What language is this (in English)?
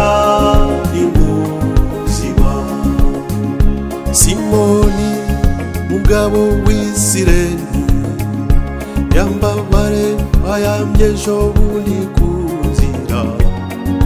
Kinyarwanda